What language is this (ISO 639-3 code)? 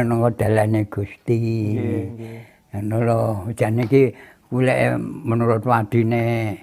jav